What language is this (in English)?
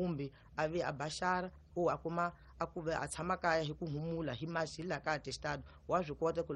Tsonga